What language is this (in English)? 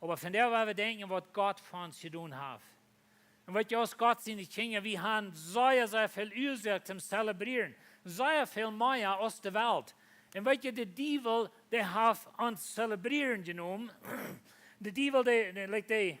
Plautdietsch